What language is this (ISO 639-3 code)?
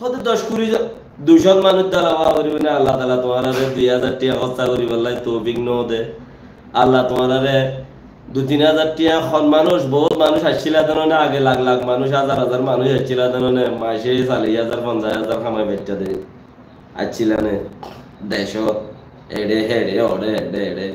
rhg